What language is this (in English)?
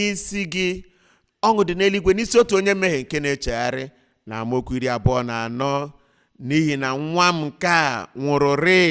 Igbo